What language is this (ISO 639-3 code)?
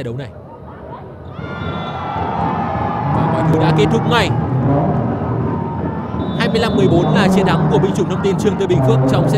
vie